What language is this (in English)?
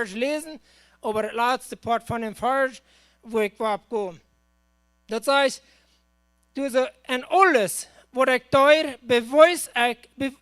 Plautdietsch